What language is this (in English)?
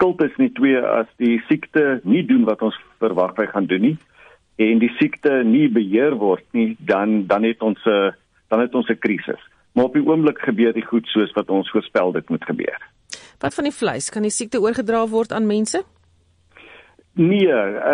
Afrikaans